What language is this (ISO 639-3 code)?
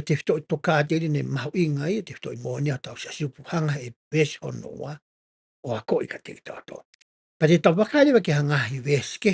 ton